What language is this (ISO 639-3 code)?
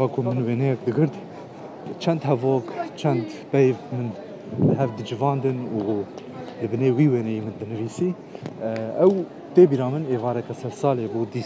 kur